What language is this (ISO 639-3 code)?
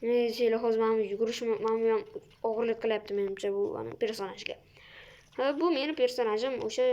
uzb